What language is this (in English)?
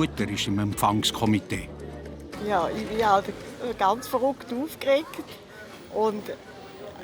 Swiss German